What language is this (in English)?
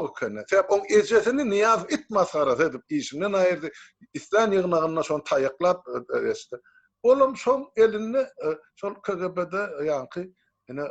Turkmen